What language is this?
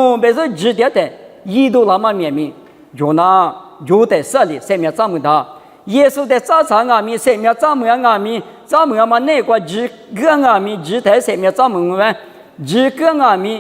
Lisu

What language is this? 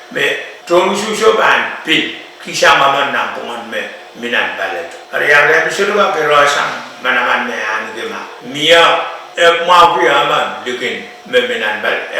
Pohnpeian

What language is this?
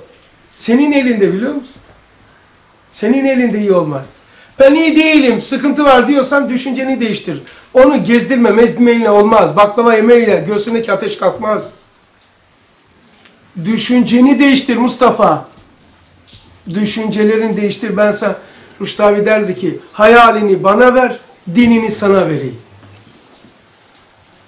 Turkish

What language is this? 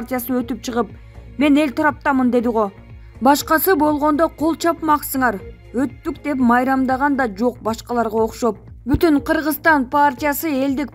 Kyrgyz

